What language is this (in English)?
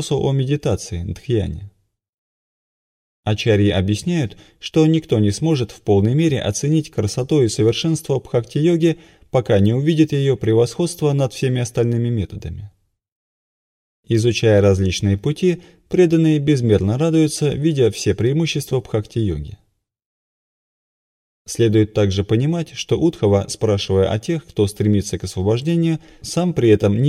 Russian